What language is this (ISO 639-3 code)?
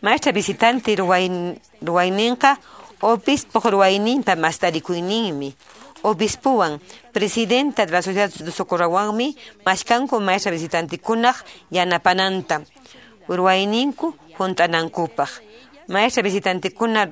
que